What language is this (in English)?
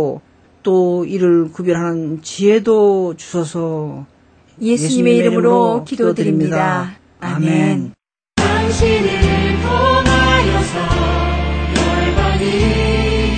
Korean